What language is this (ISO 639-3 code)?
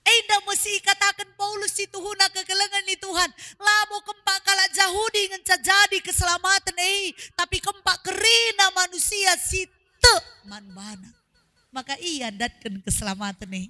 btx